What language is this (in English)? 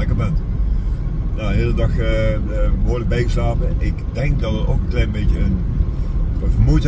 Dutch